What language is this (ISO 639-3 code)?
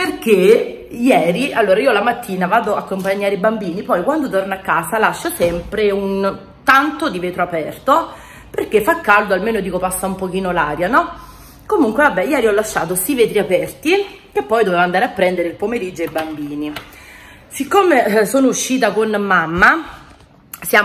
ita